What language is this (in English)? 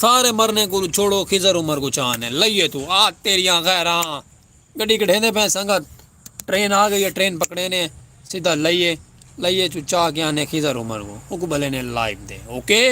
Saraiki